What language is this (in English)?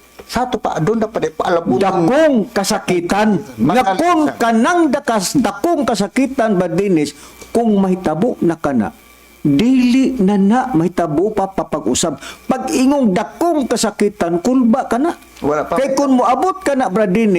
Cebuano